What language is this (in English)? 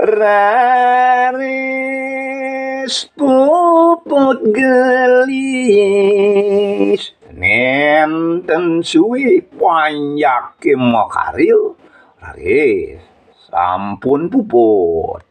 Balinese